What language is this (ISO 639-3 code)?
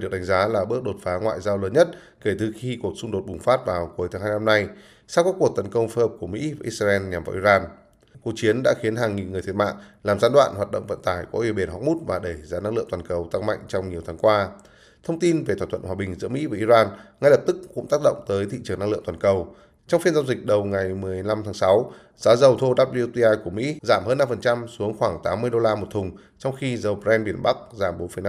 vie